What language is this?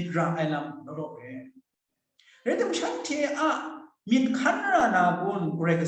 Kachin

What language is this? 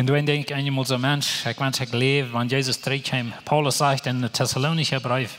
Plautdietsch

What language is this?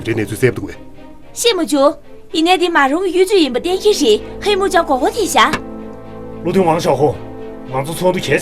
Tibetan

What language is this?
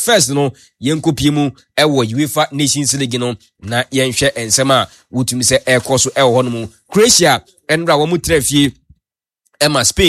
Akan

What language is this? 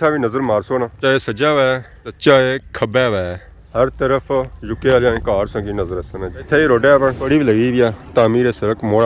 Pahari-Potwari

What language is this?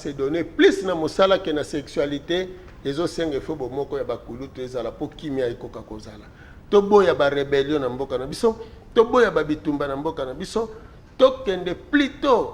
Lingala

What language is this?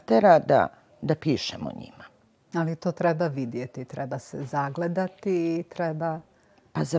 Serbian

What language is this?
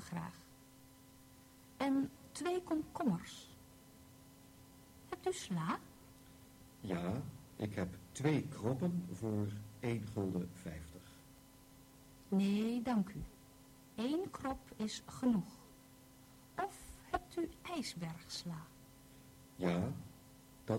Dutch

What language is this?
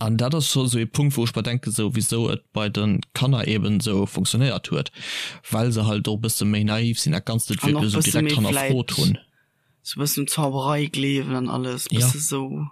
Luxembourgish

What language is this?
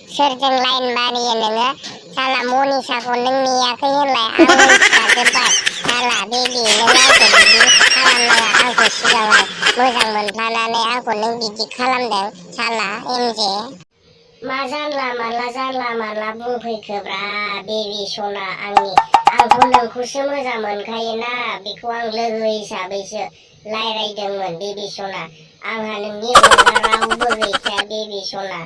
Bodo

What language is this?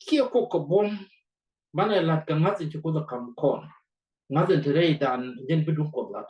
Nuer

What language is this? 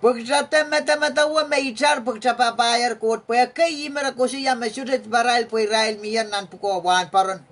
Pohnpeian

